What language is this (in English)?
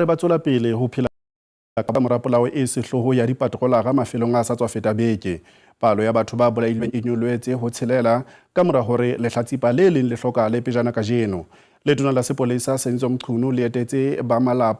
Southern Sotho